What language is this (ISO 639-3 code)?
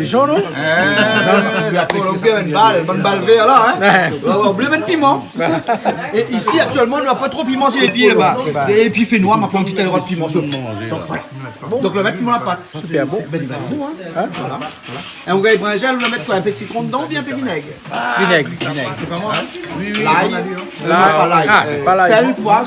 rcf